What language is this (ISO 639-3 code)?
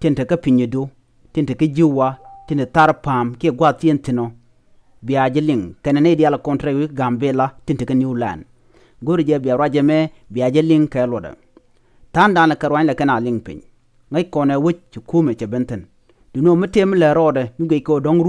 nus